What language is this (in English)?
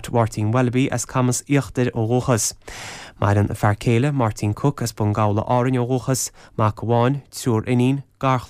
Irish